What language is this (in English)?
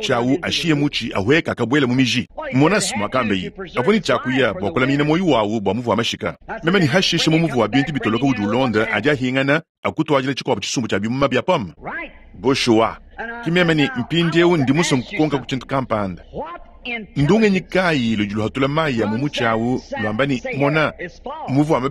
Luba-Lulua